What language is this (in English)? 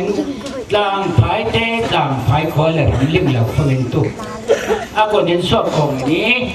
Falam Chin